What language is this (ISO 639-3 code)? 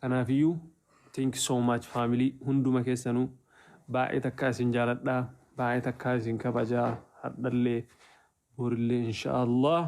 orm